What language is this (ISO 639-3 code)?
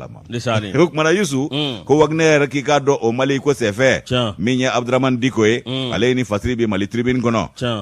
bam